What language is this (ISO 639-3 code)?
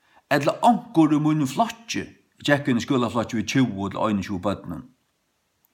fao